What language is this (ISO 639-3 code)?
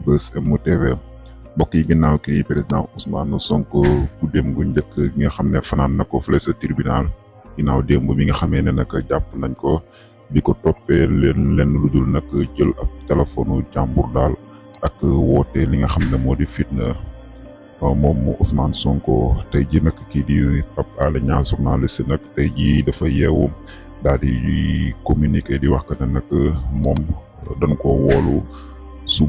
wol